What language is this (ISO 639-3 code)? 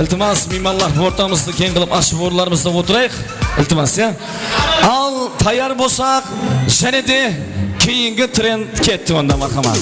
kaa